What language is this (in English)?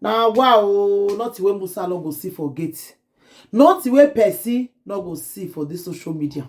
Nigerian Pidgin